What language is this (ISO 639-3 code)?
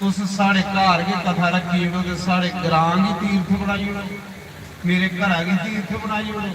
doi